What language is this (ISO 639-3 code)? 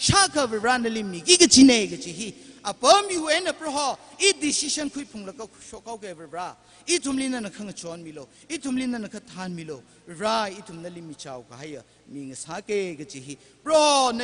nmf